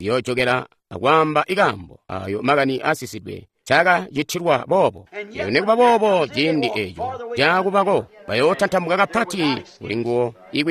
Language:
Tonga (Zambia)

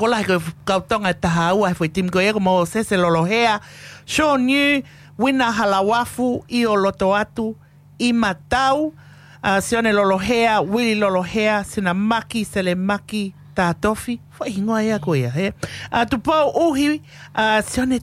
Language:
Tongan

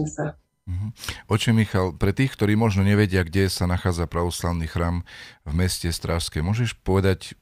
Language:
Slovak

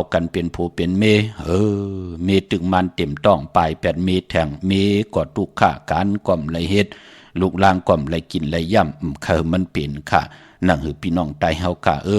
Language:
Shan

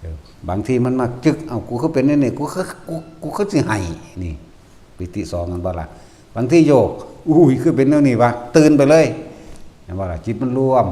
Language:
Northeastern Thai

